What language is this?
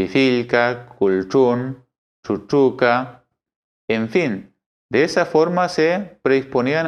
Mapuche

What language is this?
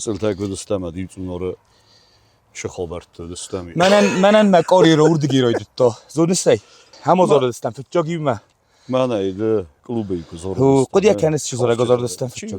Ossetic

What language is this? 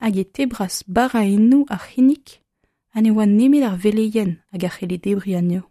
Breton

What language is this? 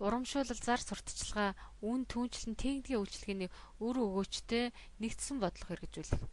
Mongolian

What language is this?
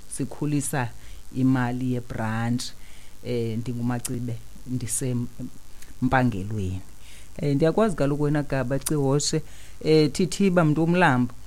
Xhosa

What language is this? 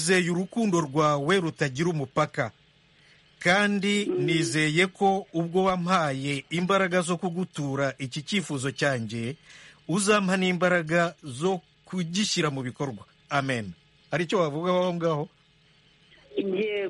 Kinyarwanda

